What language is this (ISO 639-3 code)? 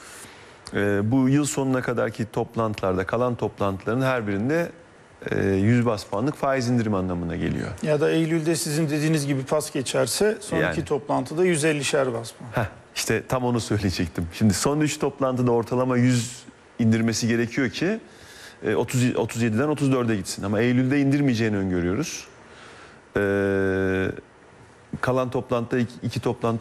tur